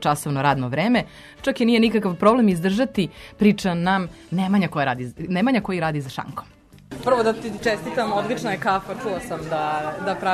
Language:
Serbian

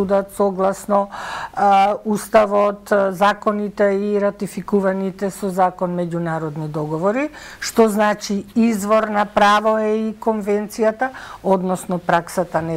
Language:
Macedonian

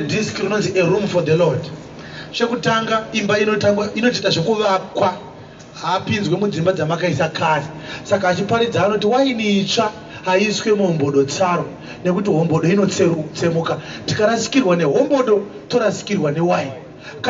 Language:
Shona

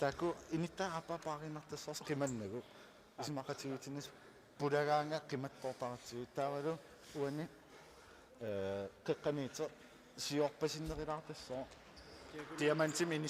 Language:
Kalaallisut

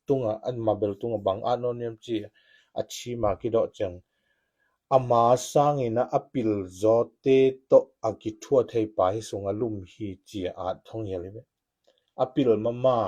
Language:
Tedim Chin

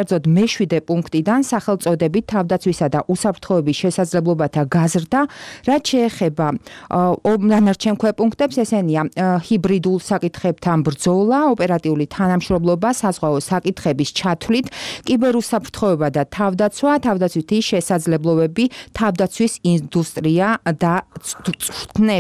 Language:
Georgian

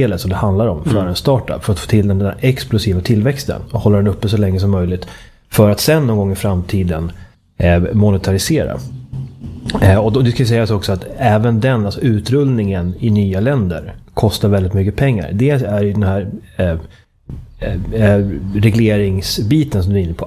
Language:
Swedish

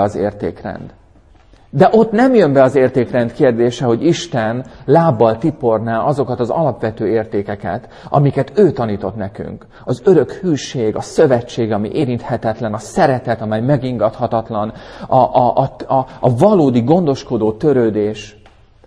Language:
Hungarian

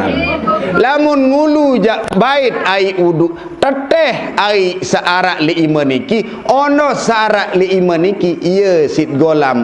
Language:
Sasak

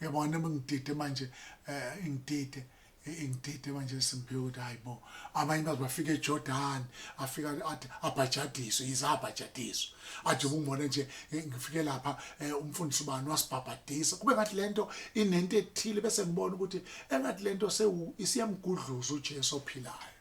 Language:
Zulu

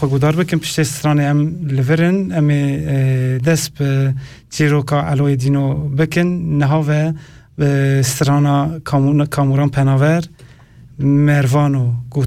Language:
Kurdish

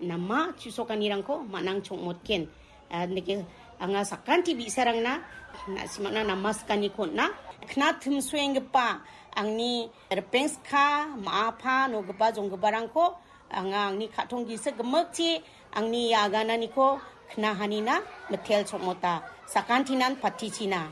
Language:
Garo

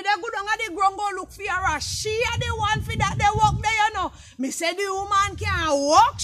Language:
Jamaican Creole English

